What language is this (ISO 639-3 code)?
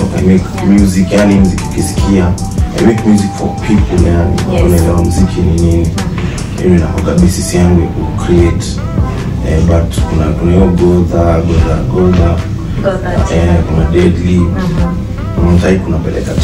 swa